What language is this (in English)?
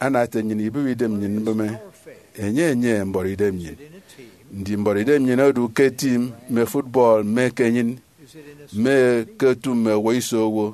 Efik